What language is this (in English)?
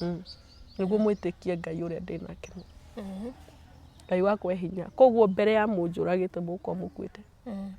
Kikuyu